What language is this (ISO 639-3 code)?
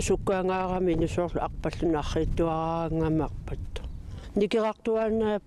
kal